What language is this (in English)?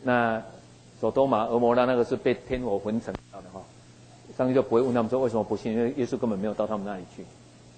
Chinese